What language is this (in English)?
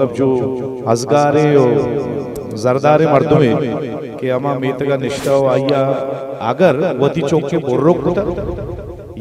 Eastern Balochi